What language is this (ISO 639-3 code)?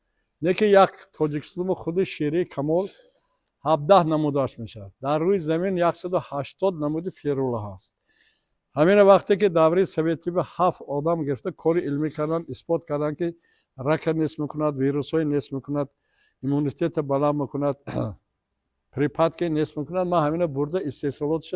tgk